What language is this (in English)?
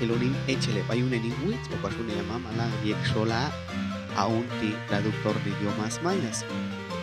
Popti'